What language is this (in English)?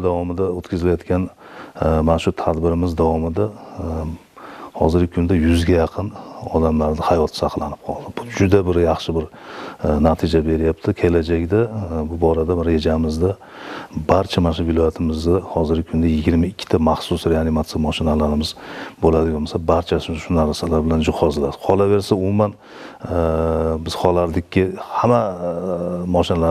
Uzbek